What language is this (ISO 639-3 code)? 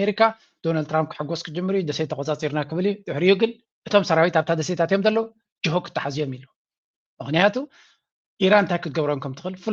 tir